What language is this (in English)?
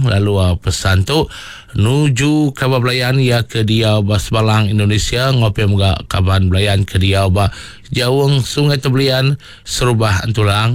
Iban